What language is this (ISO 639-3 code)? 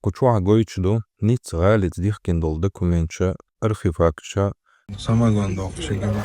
che